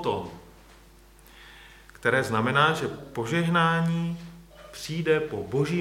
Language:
Czech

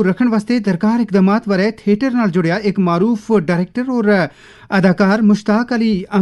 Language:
Gujari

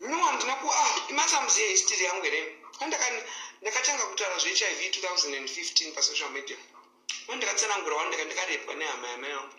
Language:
Shona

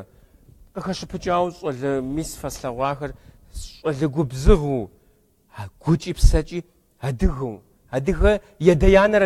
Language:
Kabardian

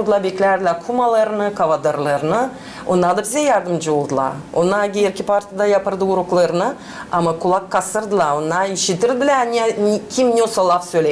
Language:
Gagauz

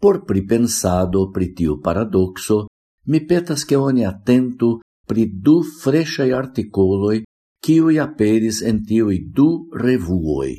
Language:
Esperanto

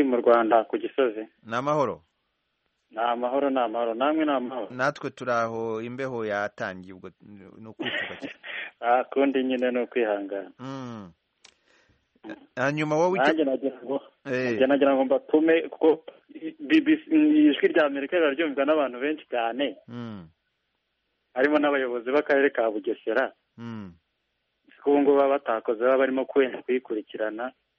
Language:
Kinyarwanda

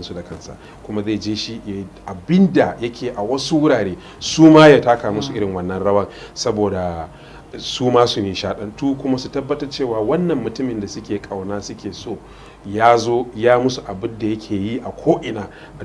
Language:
Hausa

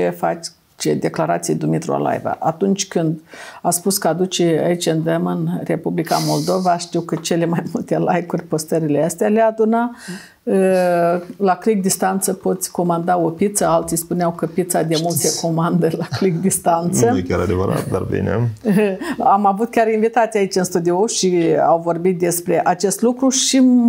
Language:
Romanian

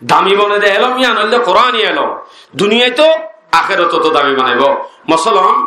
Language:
Rohingya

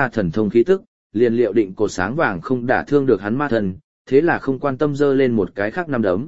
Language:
Vietnamese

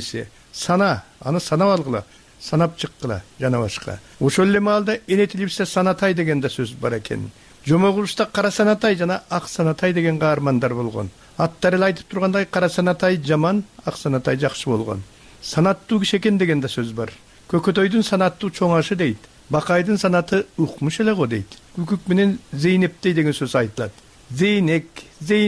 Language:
Kyrgyz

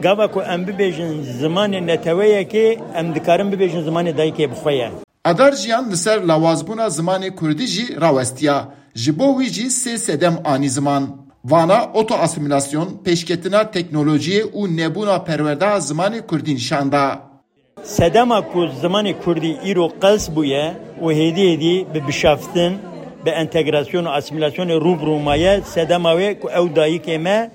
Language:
Kurdish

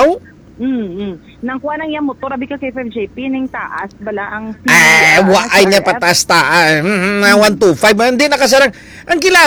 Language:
Hiligaynon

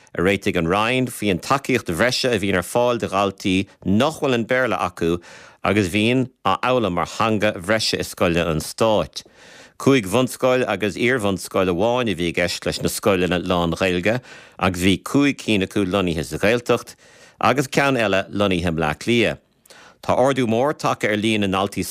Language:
Irish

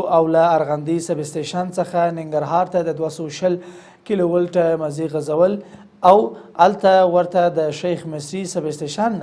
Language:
Pashto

